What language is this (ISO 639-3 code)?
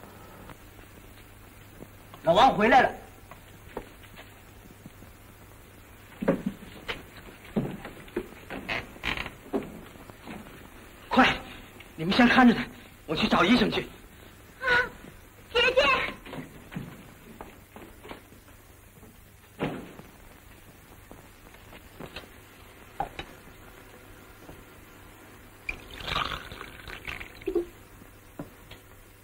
zho